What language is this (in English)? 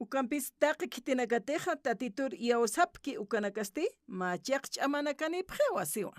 Aymara